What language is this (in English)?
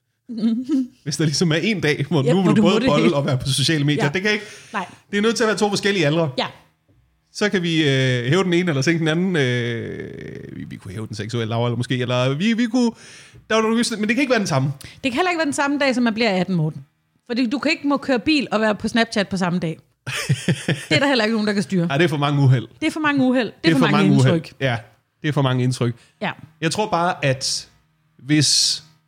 Danish